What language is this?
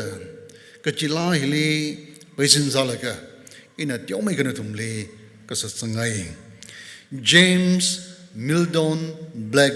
Tangkhul Naga (India)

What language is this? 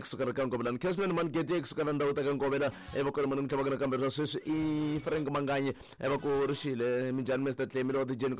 Tsonga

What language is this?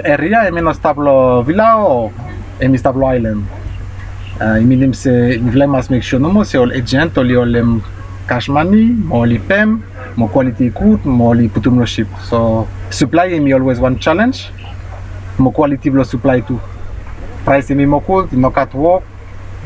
Bislama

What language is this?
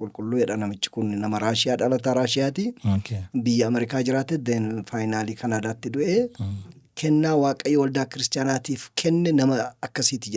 Oromo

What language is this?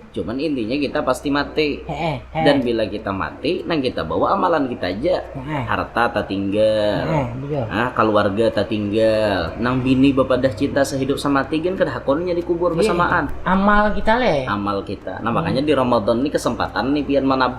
Banjar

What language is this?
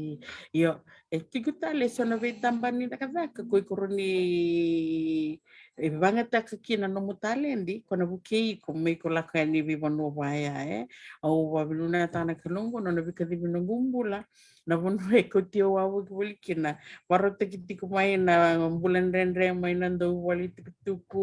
Fijian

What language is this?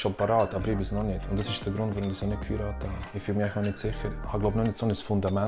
Swiss German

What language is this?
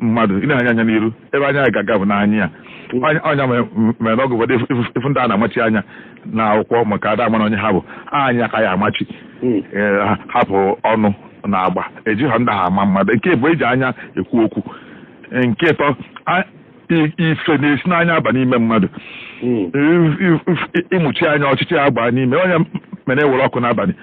Igbo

